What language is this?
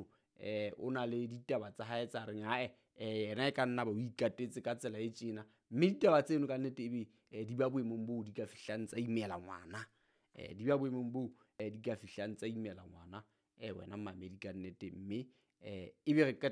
Southern Sotho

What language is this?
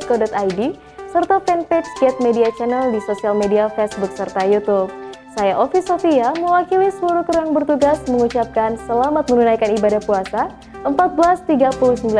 Indonesian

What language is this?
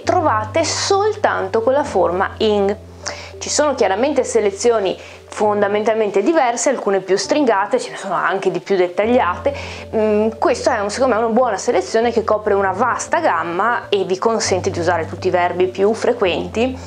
Italian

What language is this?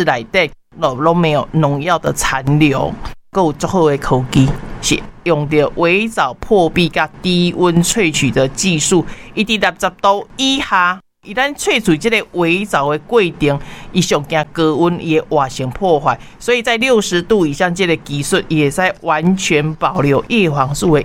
Min Nan Chinese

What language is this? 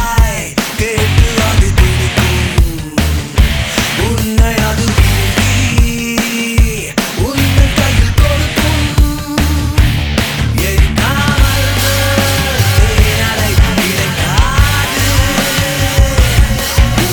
Tamil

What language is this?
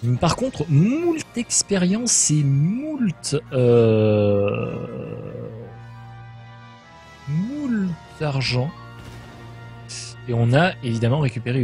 French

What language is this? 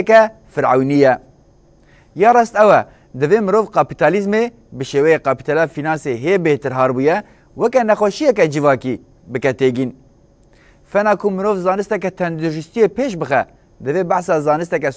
Kurdish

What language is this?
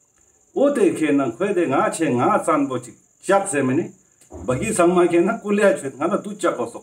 Ladakhi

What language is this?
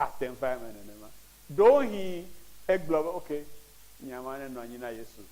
Ewe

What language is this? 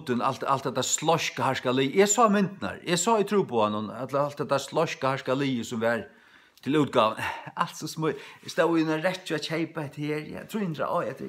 Faroese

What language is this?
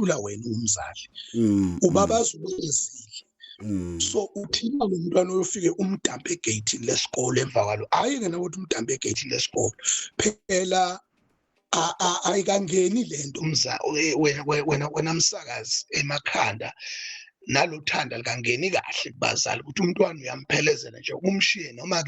Zulu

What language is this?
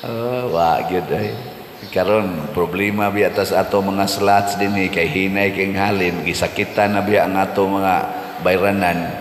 Cebuano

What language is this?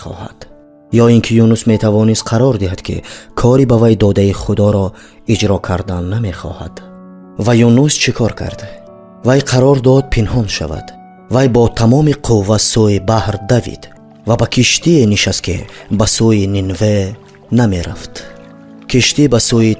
Tajik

